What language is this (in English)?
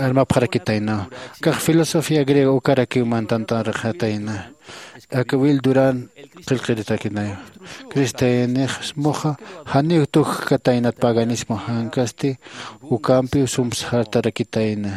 Aymara